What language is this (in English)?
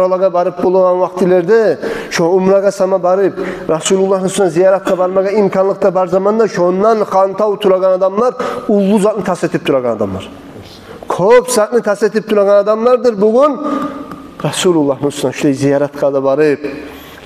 Kumyk